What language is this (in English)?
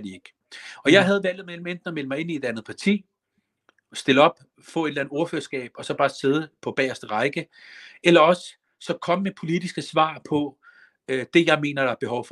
Danish